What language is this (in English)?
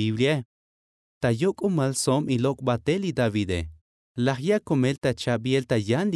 Tzotzil